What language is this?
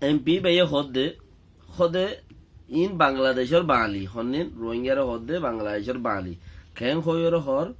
Rohingya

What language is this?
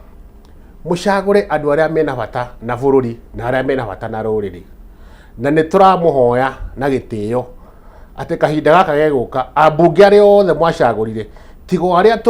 Kikuyu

